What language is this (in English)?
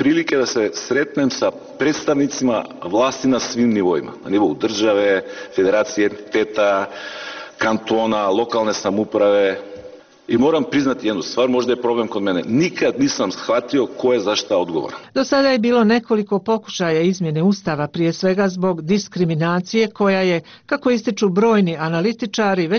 Bosnian